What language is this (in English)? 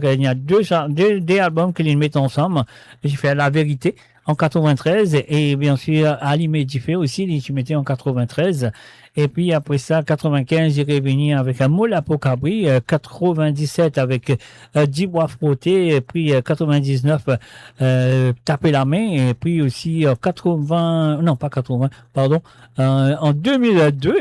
Morisyen